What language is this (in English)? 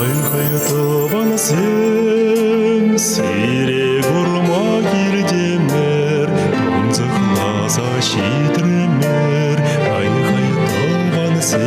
Chuvash